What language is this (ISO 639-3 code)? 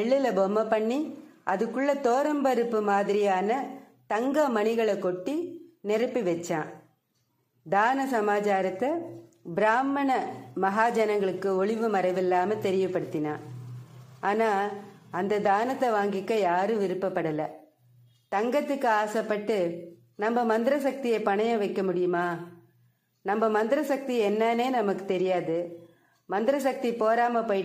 tam